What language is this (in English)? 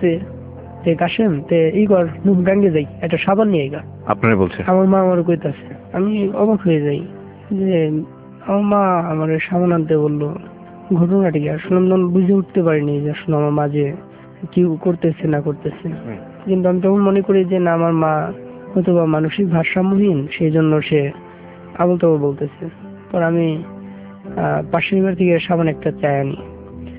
Bangla